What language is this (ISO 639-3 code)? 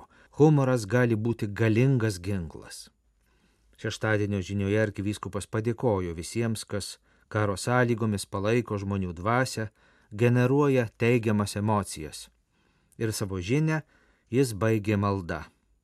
lit